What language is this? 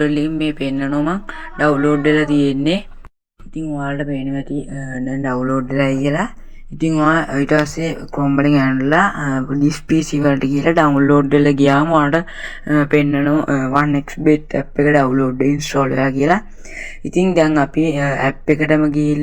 Sinhala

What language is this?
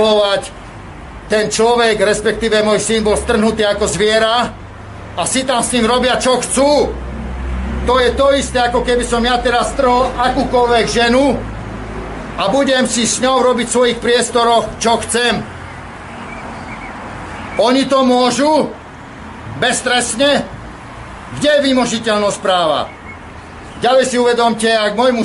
Slovak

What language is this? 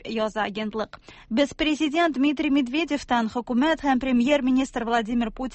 Tatar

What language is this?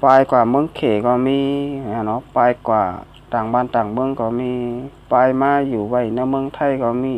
Shan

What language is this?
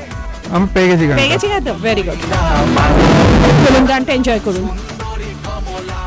Bangla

